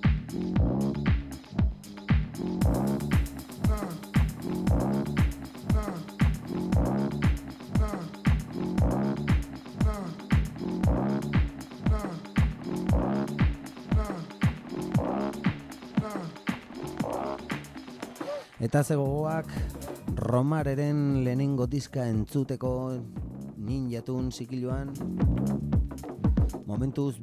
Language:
Basque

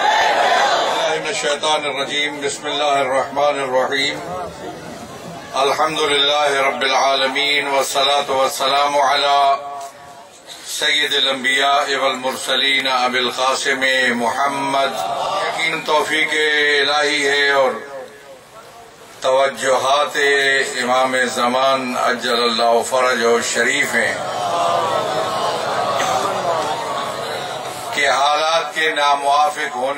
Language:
Urdu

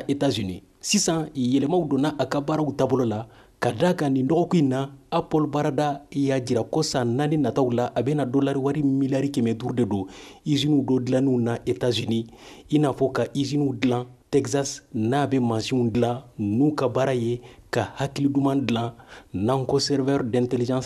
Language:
Bambara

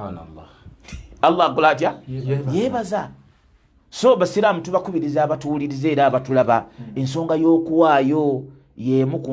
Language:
Ganda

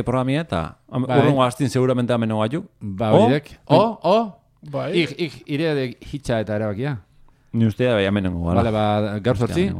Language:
Basque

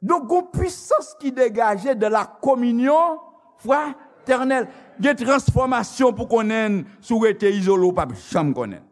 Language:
Haitian Creole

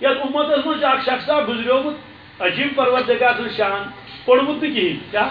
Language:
Kashmiri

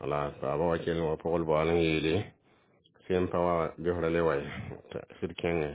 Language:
Mossi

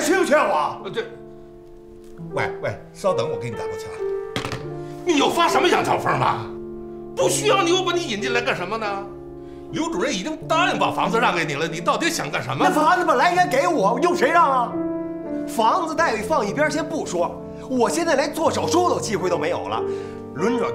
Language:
Chinese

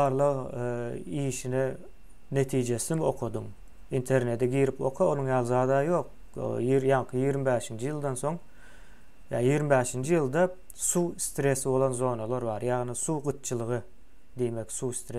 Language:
Turkmen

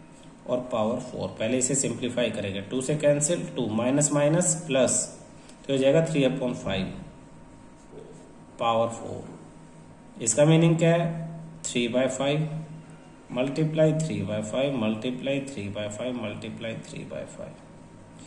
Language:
Hindi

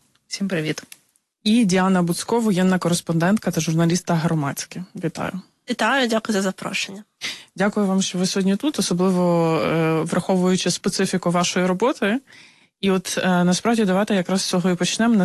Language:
Ukrainian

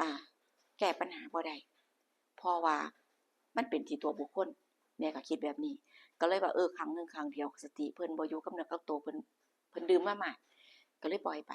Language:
Lao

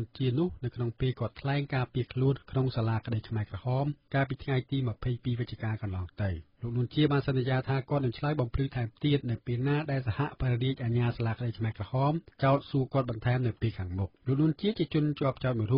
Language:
Khmer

